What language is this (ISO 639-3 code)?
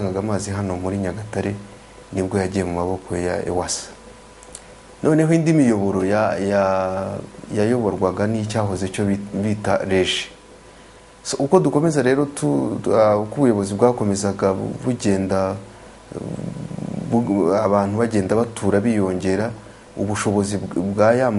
kin